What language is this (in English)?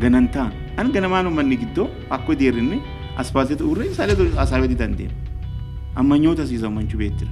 Sidamo